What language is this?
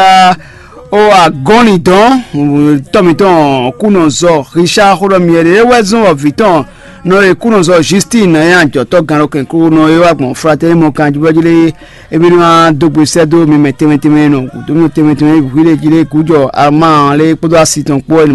Fon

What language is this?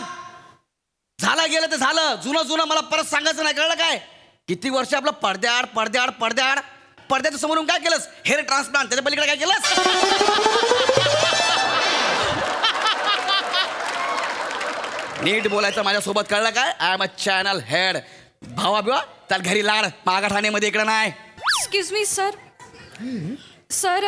Marathi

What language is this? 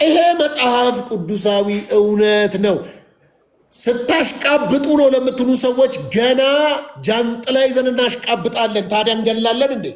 Amharic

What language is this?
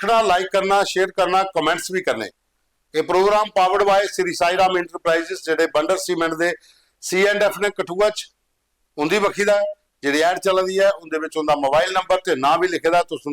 Dogri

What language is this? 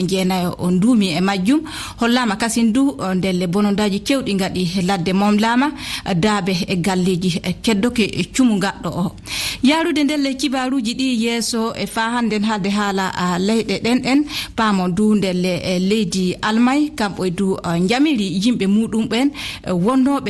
Fula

